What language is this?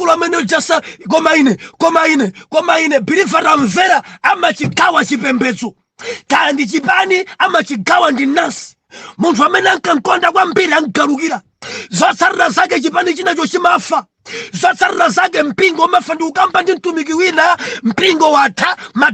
Nyanja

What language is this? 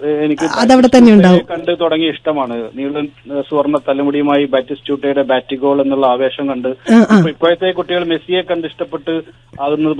Malayalam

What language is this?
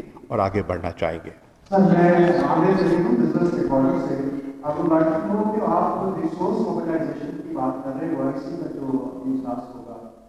Urdu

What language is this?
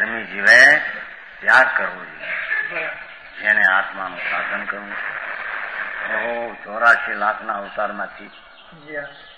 Gujarati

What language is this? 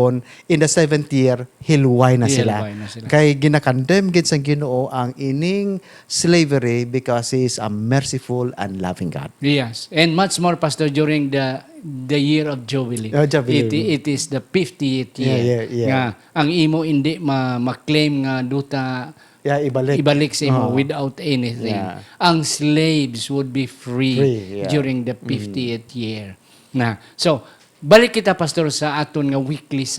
Hiligaynon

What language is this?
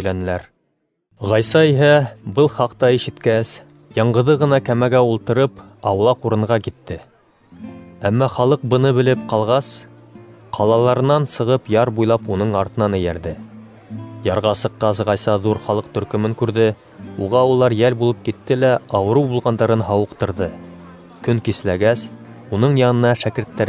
Bashkir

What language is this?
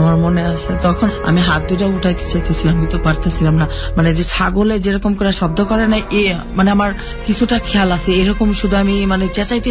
Bangla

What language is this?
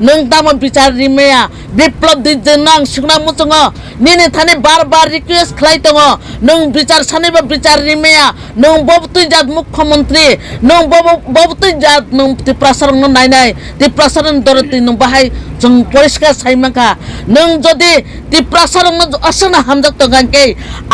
Kok Borok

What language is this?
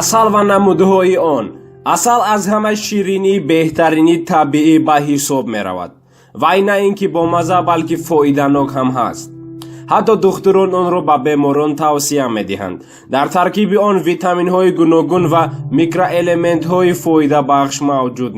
Tajik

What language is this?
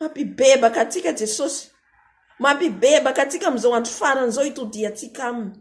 Malagasy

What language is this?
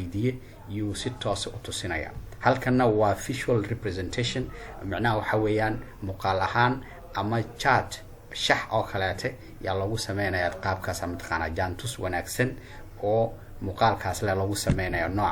Somali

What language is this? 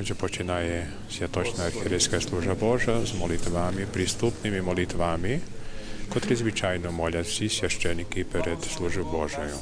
Rusyn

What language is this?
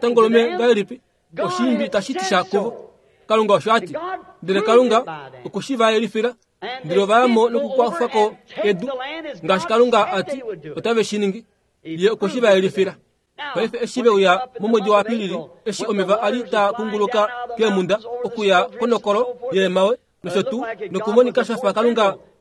Kuanyama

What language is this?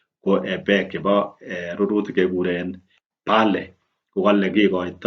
Kalenjin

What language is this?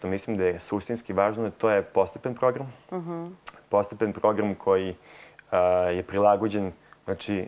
Serbian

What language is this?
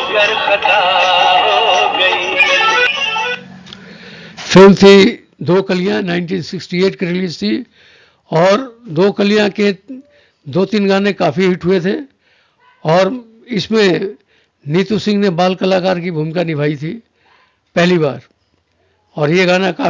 Hindi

